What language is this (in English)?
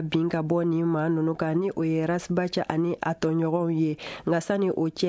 Bambara